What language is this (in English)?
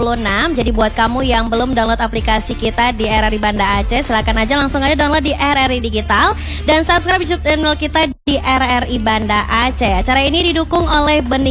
Indonesian